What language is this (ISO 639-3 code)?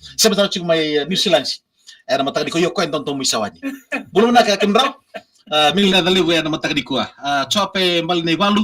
fij